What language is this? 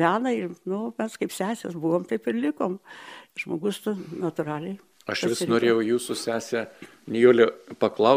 Lithuanian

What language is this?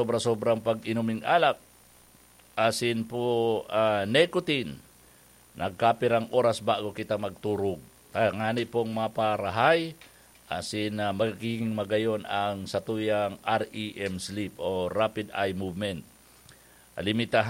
Bikol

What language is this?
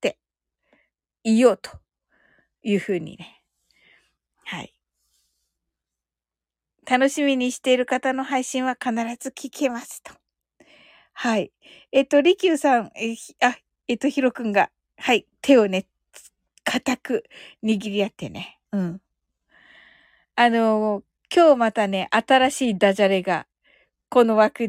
Japanese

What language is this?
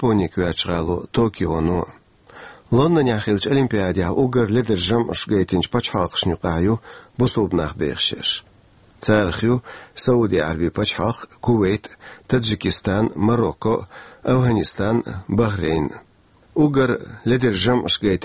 Chechen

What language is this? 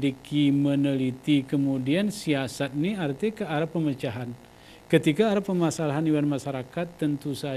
Gayo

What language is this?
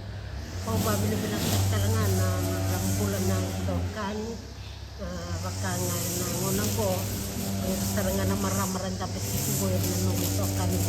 Fijian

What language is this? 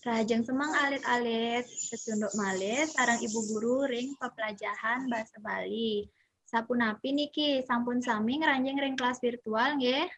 Balinese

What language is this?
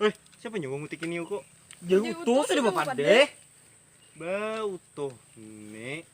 Banjar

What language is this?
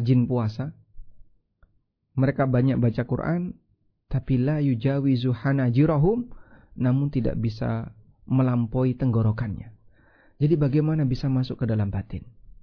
Indonesian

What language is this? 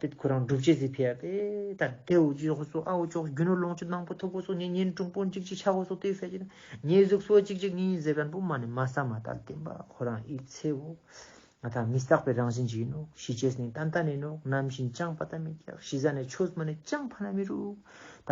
Ladakhi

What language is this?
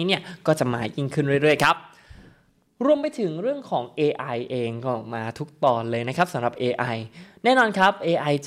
Thai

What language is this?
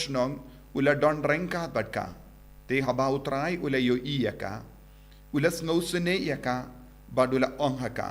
Khasi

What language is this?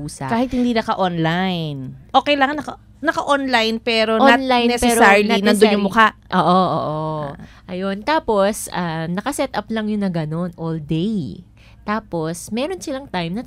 Filipino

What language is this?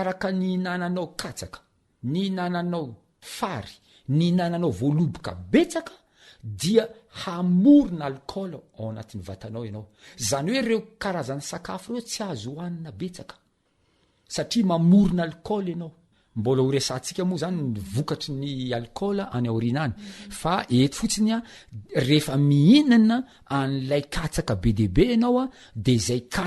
Malagasy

